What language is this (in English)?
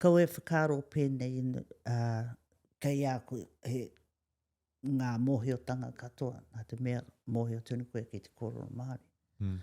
Māori